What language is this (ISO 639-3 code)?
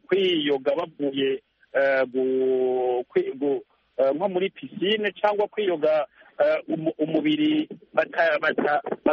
kin